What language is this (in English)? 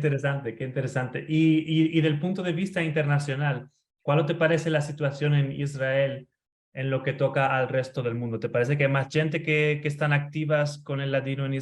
Ladino